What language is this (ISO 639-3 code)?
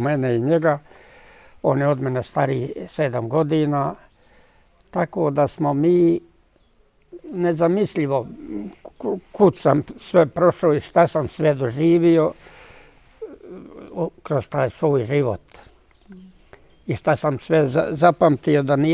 bos